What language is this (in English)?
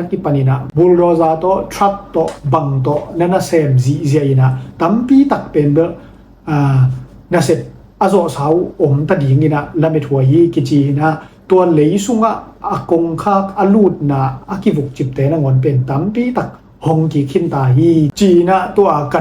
Tedim Chin